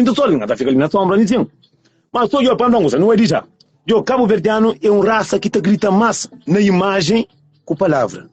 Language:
Kabuverdianu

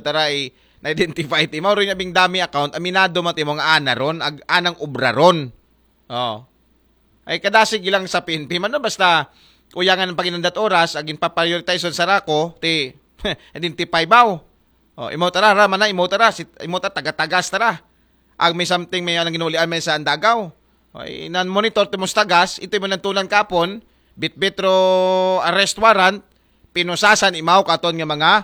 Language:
Aklanon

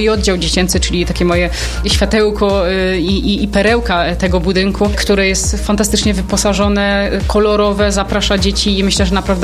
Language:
Polish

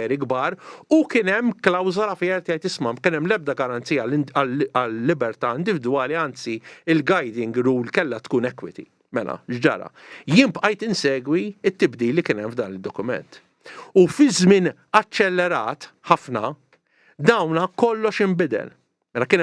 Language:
Maltese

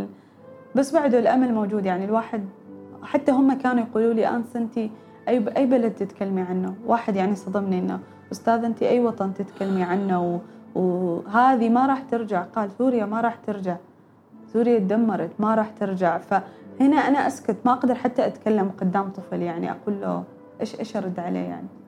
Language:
Gulf Arabic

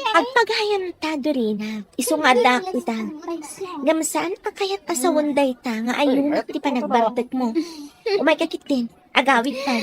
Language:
Iloko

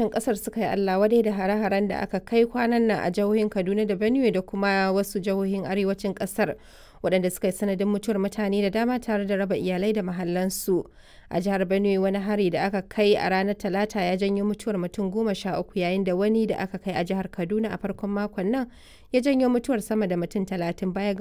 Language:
Hausa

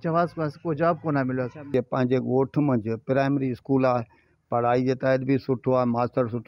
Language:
Sindhi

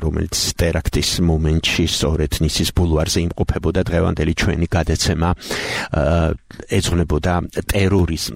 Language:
Georgian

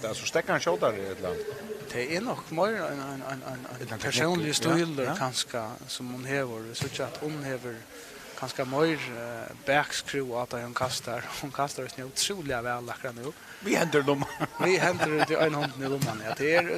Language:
Faroese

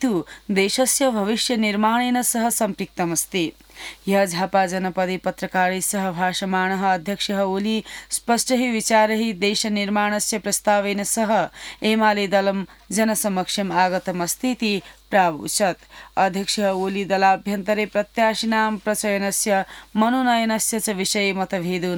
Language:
Sanskrit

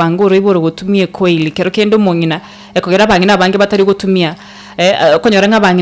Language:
Gusii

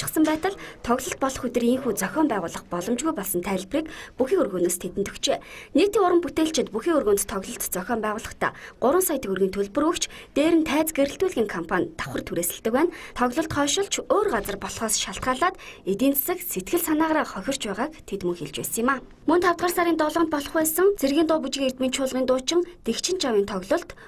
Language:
Mongolian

